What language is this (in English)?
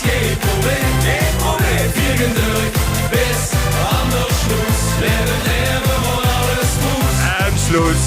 Limburgish